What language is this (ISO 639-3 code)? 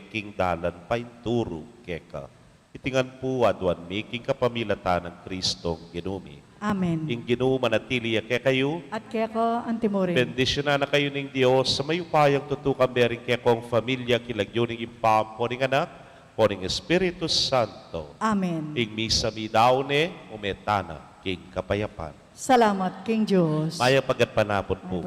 pam